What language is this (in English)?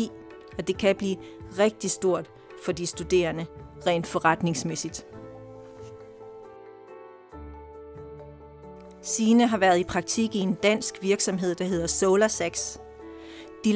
Danish